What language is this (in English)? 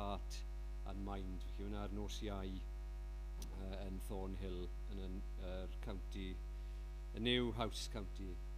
Welsh